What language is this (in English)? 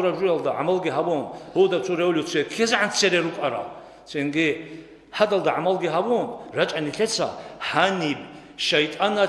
Avaric